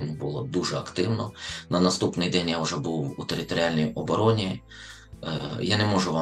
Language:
Ukrainian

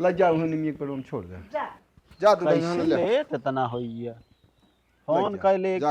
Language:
Awadhi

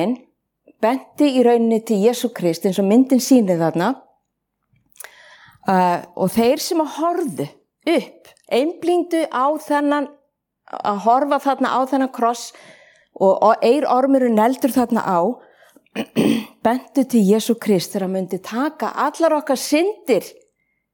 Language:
Icelandic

